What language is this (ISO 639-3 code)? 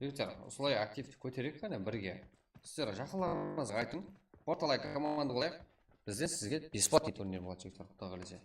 kaa